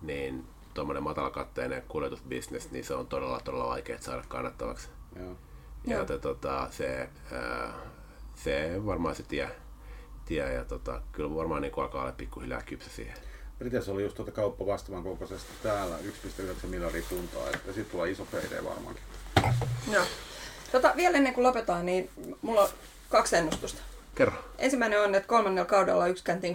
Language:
Finnish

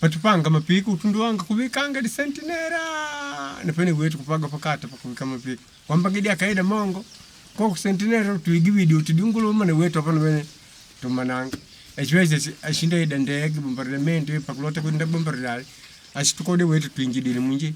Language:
Makonde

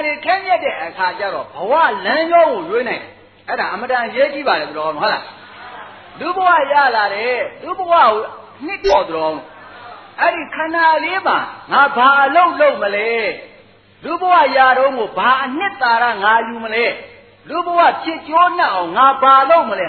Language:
Burmese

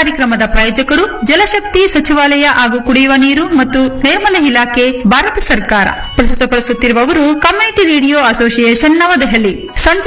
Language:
Kannada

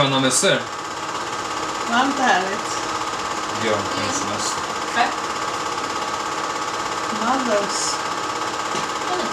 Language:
Swedish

